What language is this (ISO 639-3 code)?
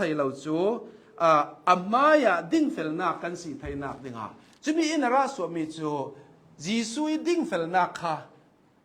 cnh